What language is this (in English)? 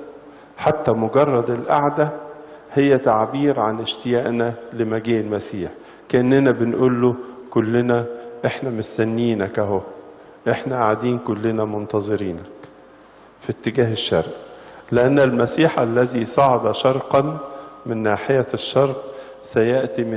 Egyptian Arabic